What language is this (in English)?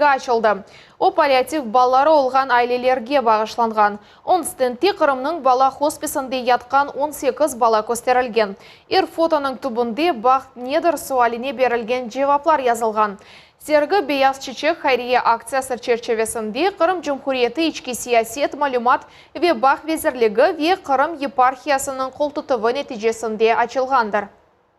Crimean Tatar